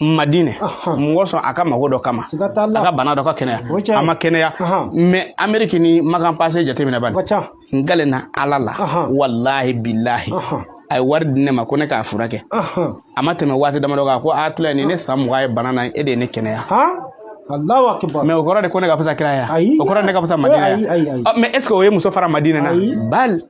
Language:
Bambara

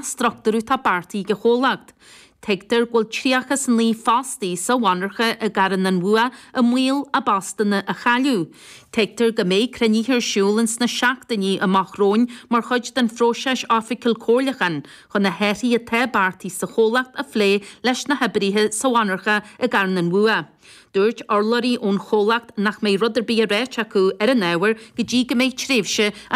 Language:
Irish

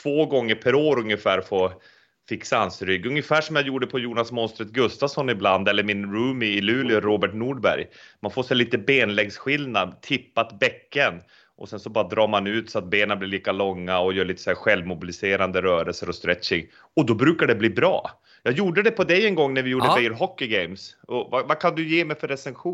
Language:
Swedish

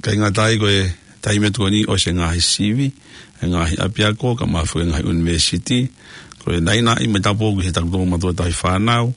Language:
Tongan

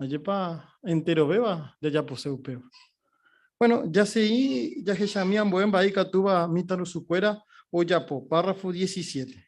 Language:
Guarani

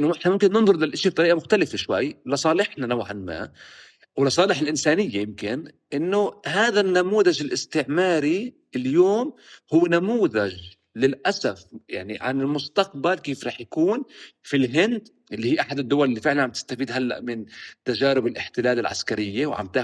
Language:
North Levantine Arabic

